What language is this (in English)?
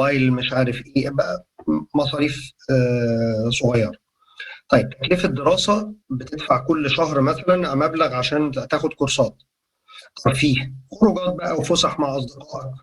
Egyptian Arabic